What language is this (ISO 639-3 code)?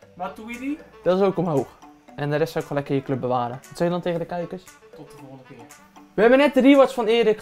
nld